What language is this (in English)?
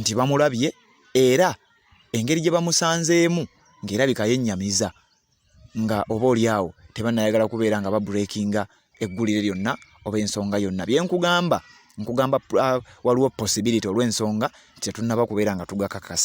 Ganda